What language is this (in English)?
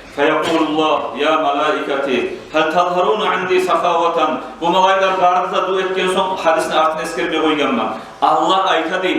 Kumyk